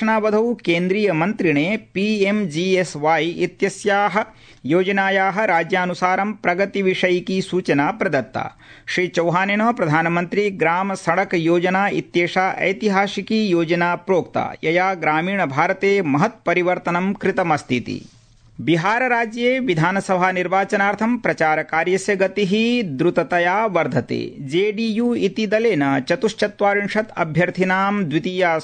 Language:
Sanskrit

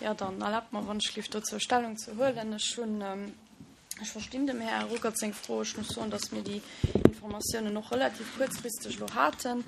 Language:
Luxembourgish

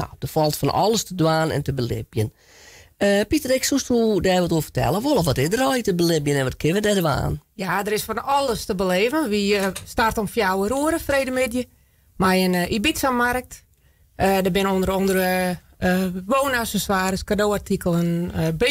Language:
Western Frisian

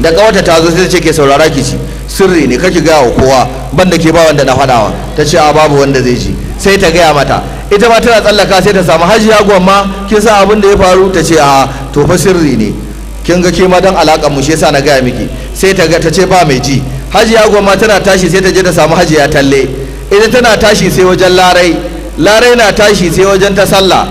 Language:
Hausa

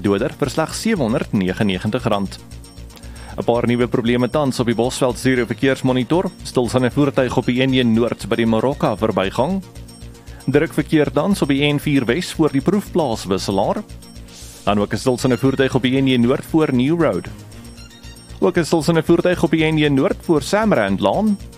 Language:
Afrikaans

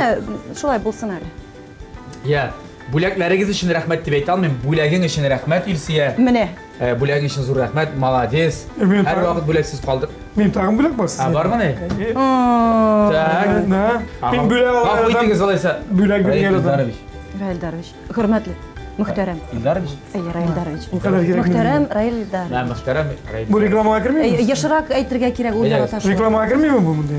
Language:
Tatar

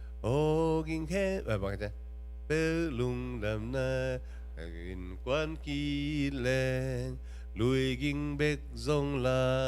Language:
Tedim Chin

